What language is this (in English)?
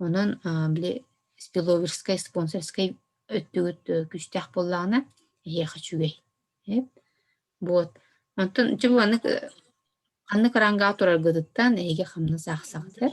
Yakut